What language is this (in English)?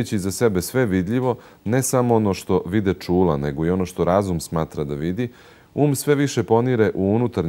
Serbian